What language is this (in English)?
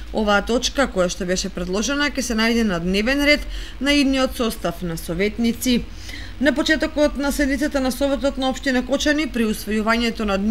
Macedonian